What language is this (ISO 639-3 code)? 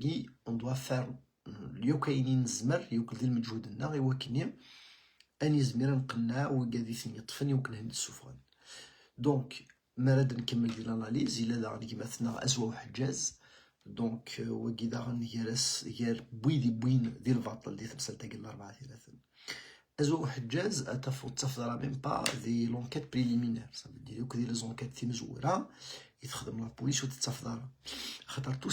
kab